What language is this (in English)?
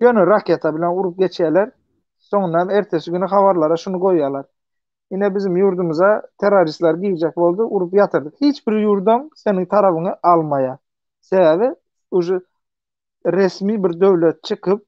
Turkmen